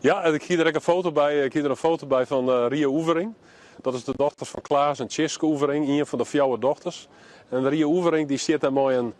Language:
Western Frisian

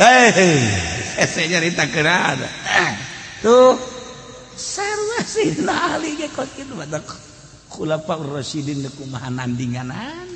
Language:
Sundanese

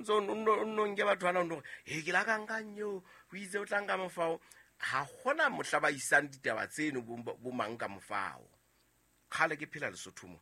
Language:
Southern Sotho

